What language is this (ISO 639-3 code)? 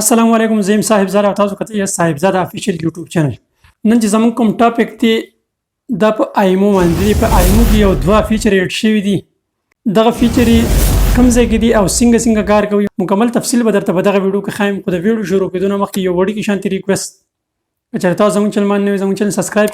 pus